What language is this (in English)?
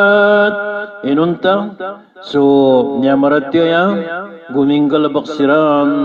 Maranao